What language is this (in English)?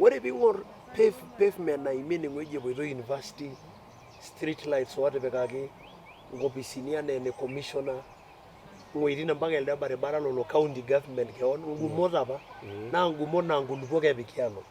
Masai